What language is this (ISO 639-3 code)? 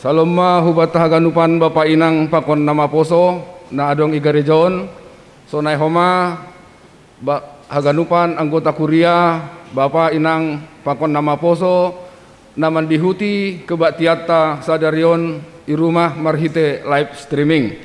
bts